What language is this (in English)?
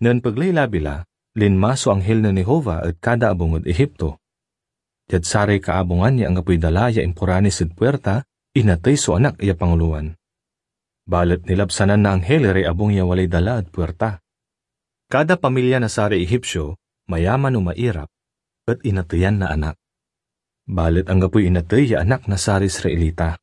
Pangasinan